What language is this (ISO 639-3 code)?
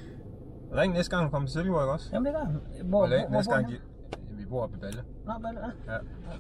dan